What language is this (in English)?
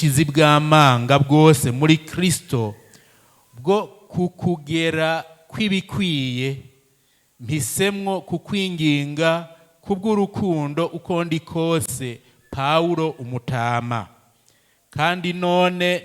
Rundi